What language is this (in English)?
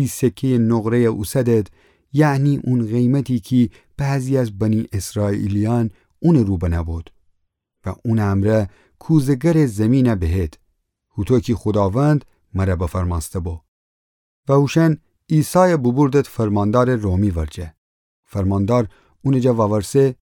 Gilaki